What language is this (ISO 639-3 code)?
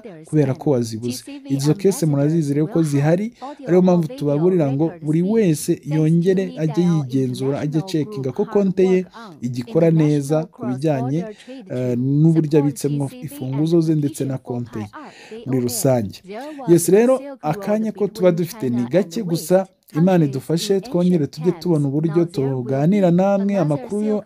kin